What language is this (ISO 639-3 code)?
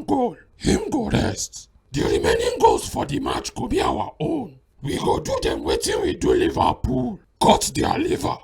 pcm